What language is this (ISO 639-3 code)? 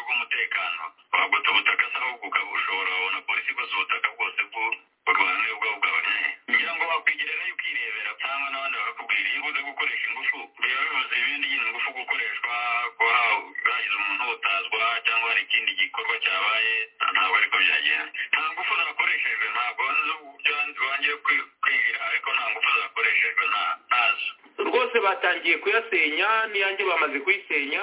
kin